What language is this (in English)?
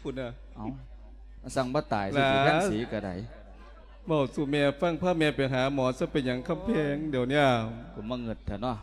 Lao